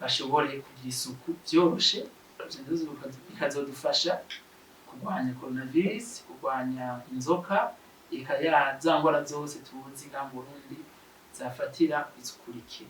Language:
Rundi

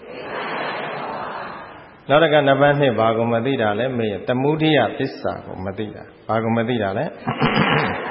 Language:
Burmese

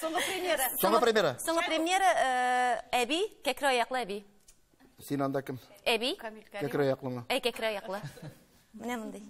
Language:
Tatar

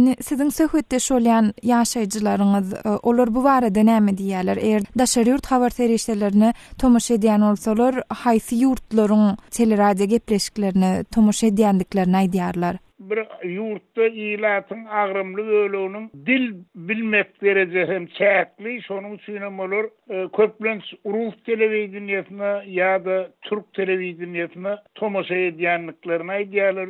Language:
Turkmen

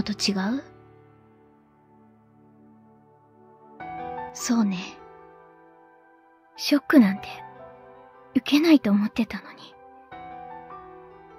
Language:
Japanese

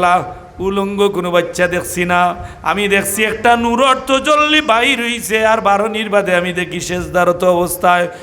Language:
Sylheti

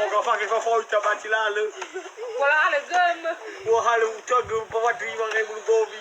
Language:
Nias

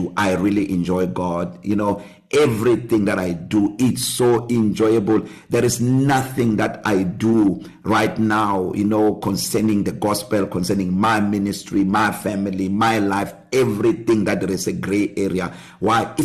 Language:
English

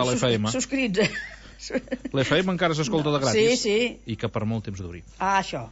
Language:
Catalan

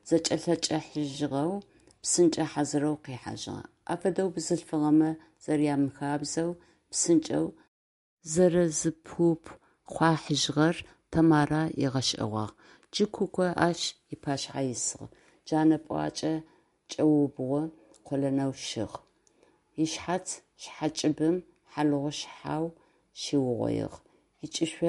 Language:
Adyghe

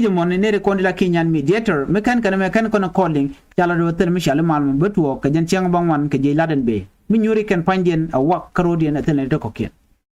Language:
Nuer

